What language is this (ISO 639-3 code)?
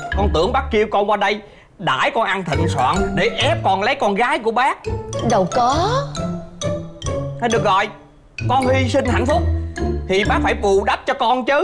vie